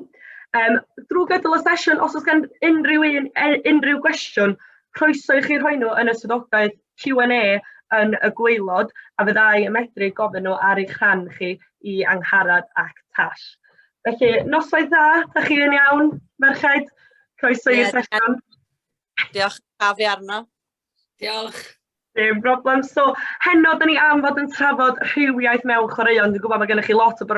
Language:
Welsh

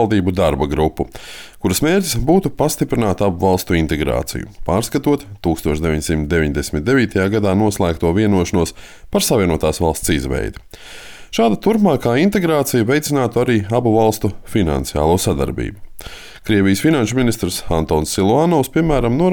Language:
Latvian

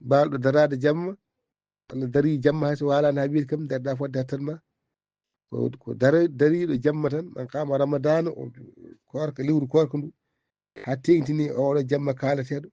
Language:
Fula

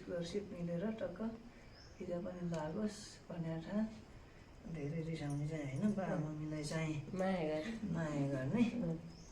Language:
Nepali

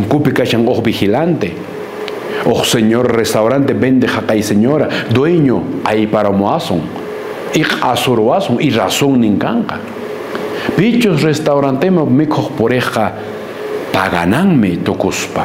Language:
Quechua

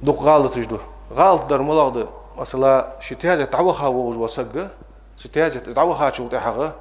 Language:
Ingush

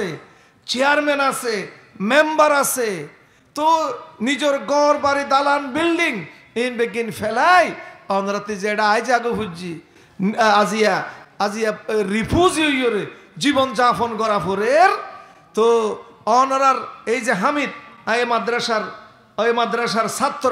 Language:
Rohingya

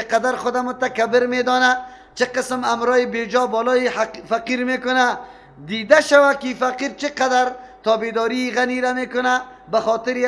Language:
Persian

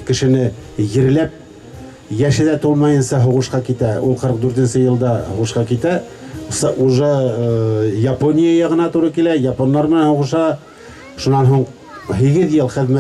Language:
Bashkir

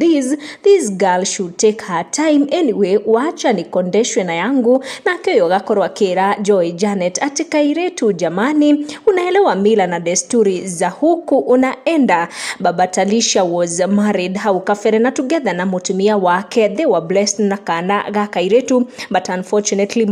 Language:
Kikuyu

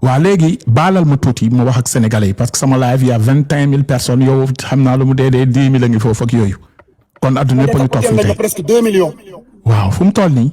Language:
Wolof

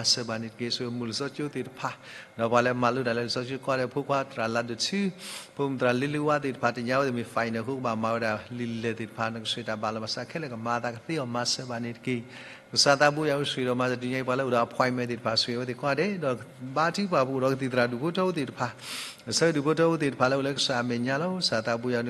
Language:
S'gaw Karen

